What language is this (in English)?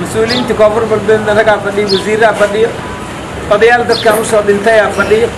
Somali